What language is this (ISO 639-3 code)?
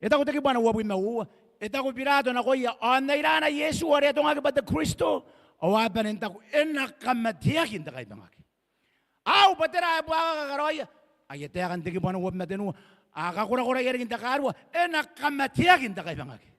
gil